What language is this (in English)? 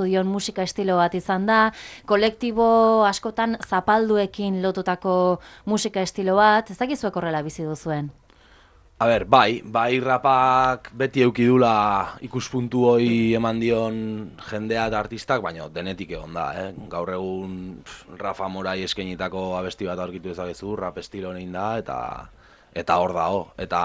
Basque